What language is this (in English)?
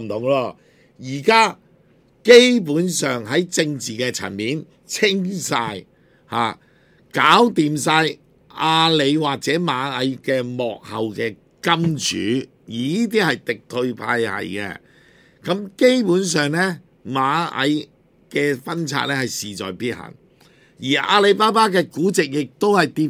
Cantonese